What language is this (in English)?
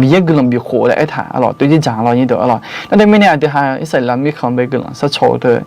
Akha